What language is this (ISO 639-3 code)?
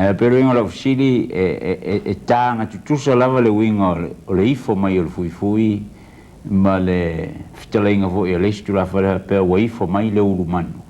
smo